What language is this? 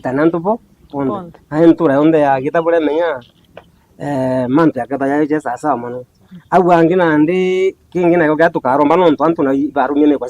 Meru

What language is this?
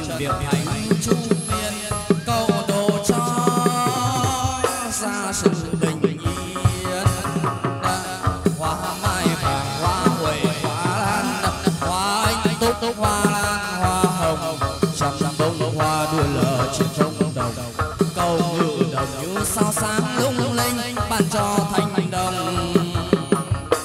Vietnamese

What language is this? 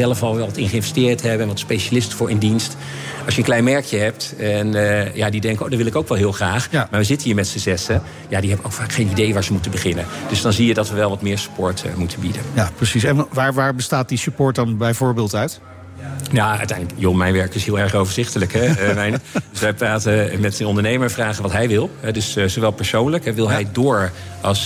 Dutch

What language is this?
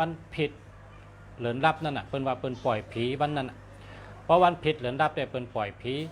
Shan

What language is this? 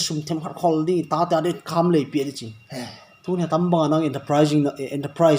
Paite Chin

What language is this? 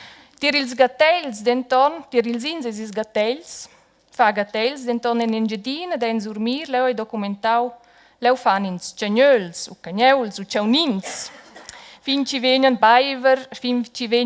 Romansh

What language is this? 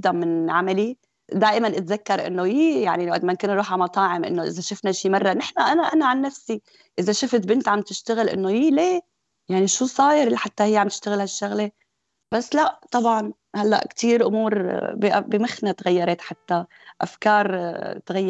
North Levantine Arabic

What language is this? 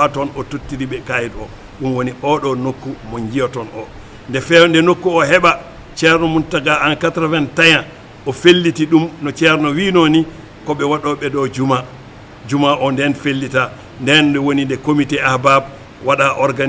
Fula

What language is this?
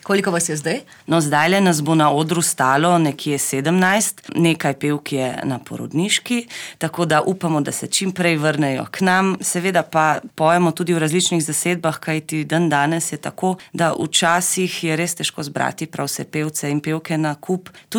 Slovenian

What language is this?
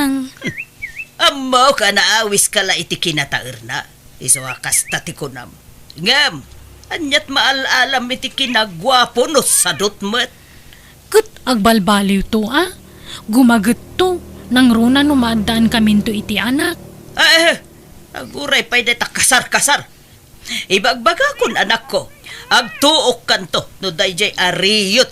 Iloko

